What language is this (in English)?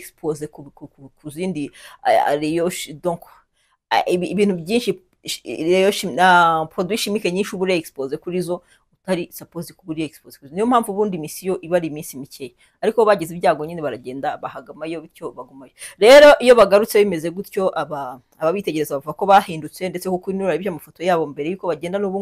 Kinyarwanda